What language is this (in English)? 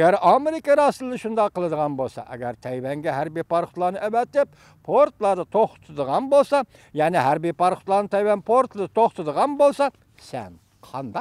Uyghur